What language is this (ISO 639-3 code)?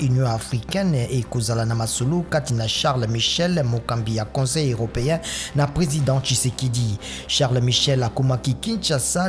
lin